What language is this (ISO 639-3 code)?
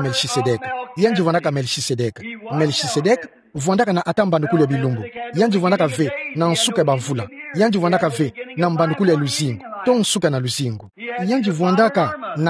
ktu